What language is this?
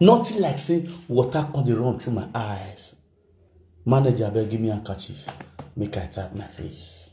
Nigerian Pidgin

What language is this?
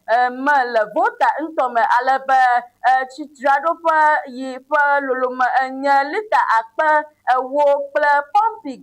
Ewe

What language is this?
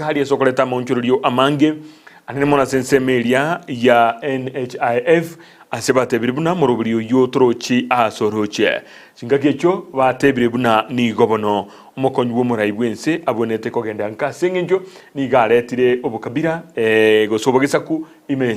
Gusii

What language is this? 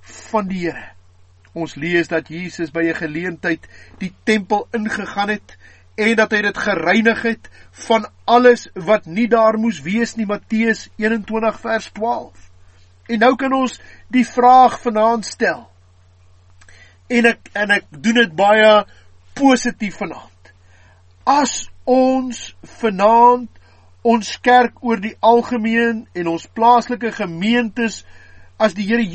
Afrikaans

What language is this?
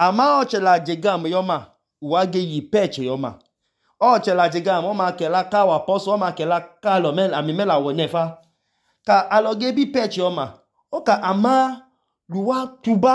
Idoma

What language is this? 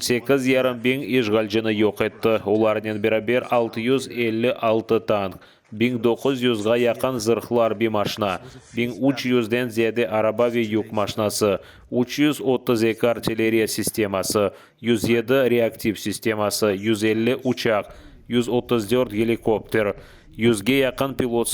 Crimean Tatar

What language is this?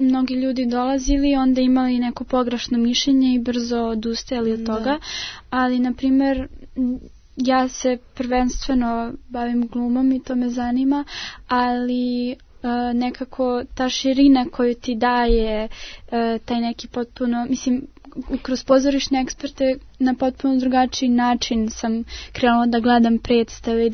Serbian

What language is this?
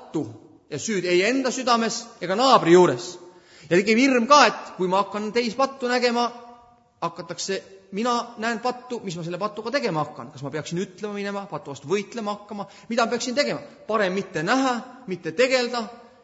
Estonian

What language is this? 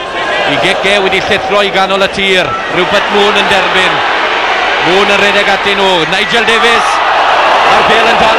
Welsh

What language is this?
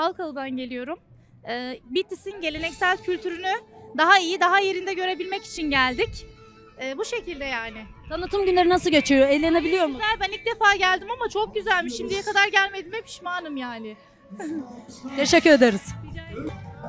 Turkish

